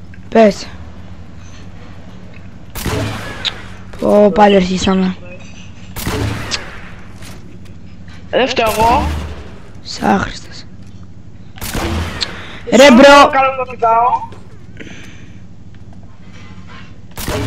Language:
Greek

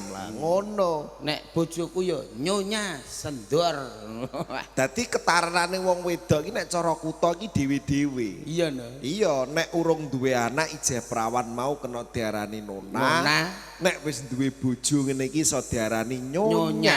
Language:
Javanese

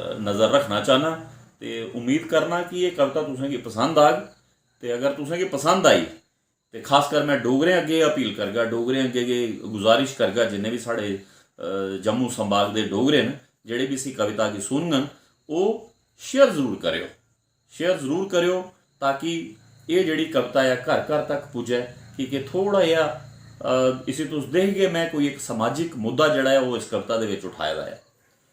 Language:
Dogri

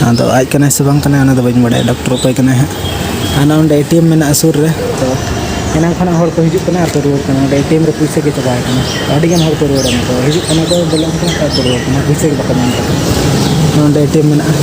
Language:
Santali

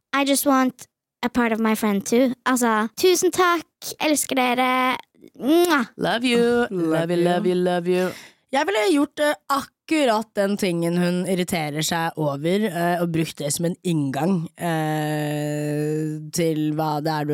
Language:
Norwegian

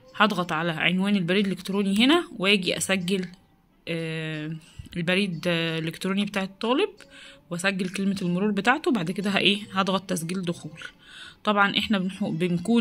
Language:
Egyptian Arabic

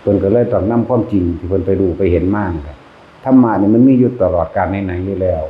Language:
Northeastern Thai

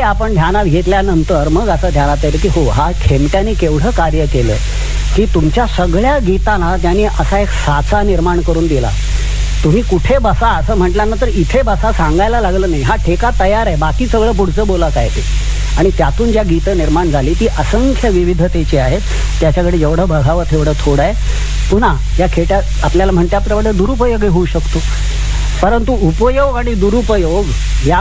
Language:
Marathi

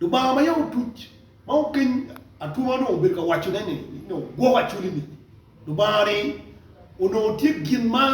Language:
Acoli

